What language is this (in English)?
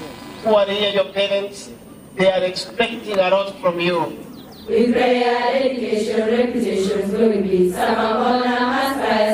Gusii